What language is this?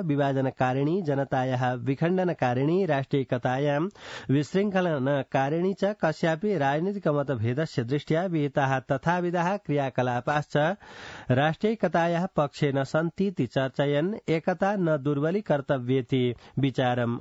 Sanskrit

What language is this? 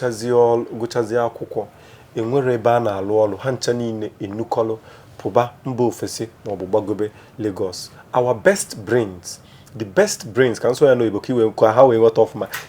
Igbo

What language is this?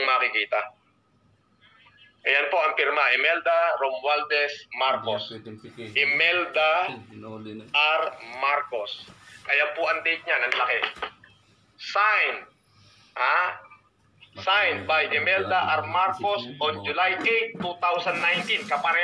Filipino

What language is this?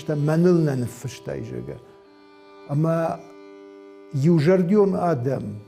Ossetic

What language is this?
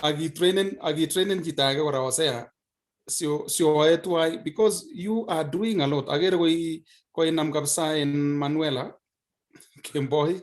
Kalenjin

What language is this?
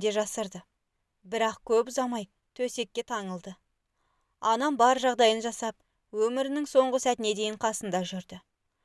Kazakh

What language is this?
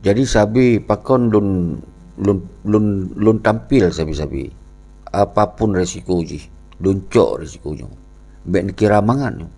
Achinese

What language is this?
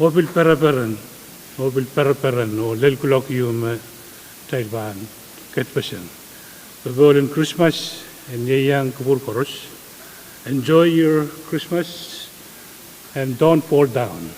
Pohnpeian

